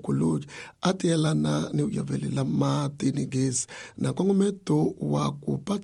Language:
Tsonga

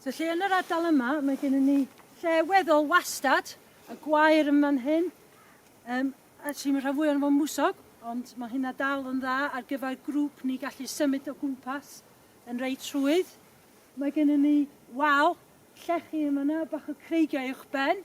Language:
Welsh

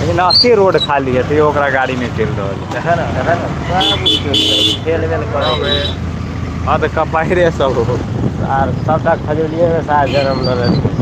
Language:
Maithili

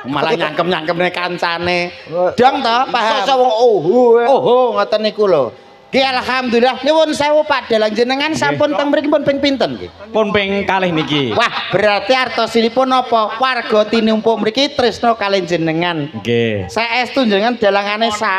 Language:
Javanese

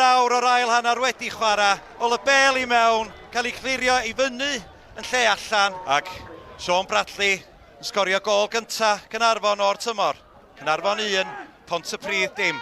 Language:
Welsh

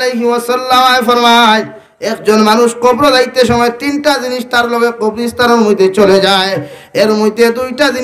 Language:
Sylheti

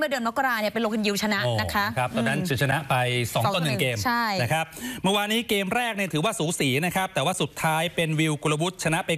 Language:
Thai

